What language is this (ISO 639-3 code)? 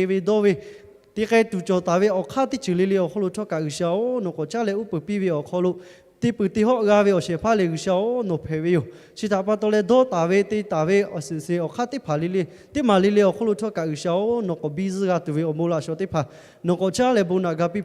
lhu